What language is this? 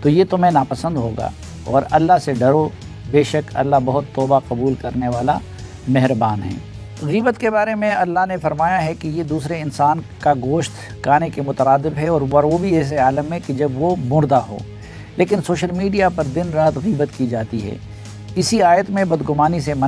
Urdu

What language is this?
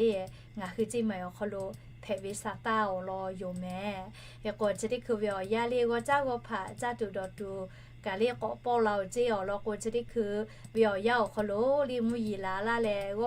Lahu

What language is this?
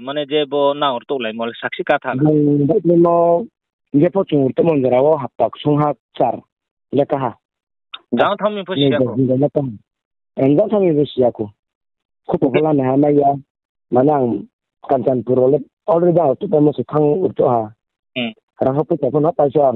Riang (India)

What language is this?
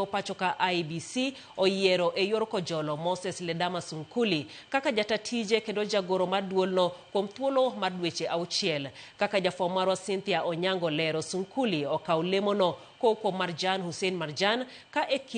Luo (Kenya and Tanzania)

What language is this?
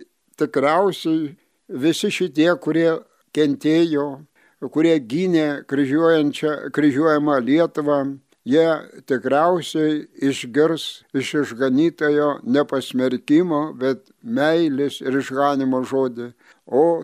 Lithuanian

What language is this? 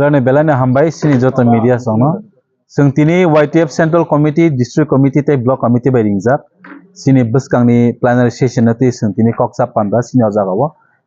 Kok Borok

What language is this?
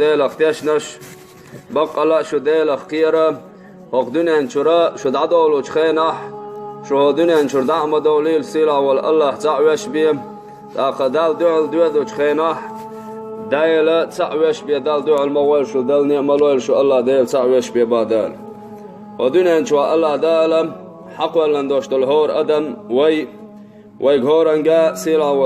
Chechen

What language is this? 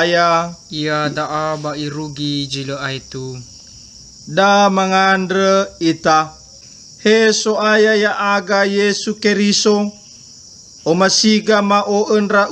Nias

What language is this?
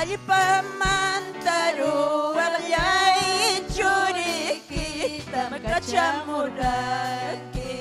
Ayacucho Quechua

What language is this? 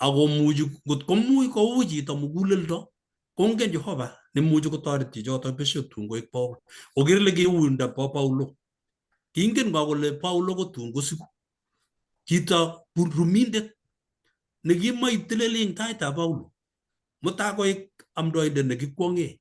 Kalenjin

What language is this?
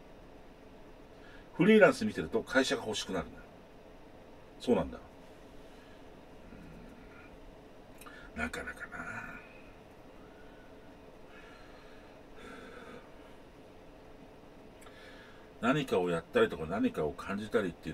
Japanese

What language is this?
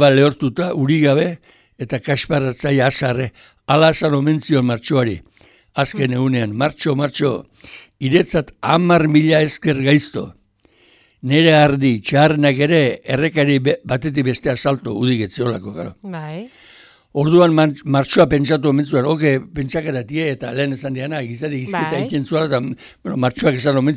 Basque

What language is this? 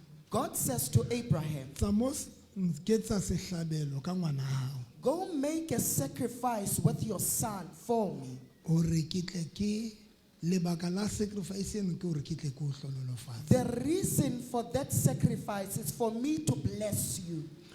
Southern Sotho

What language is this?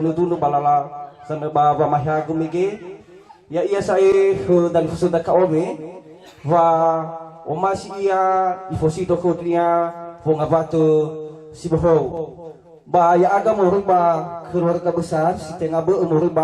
Nias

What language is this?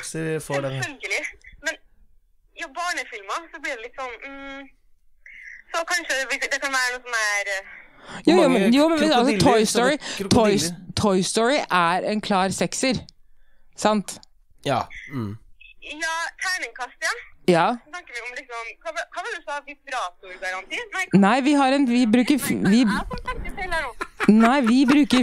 Norwegian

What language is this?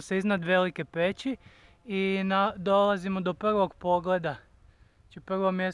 Croatian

